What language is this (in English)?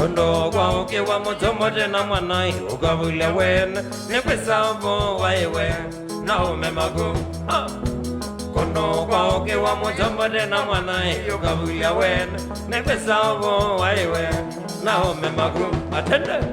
Kamba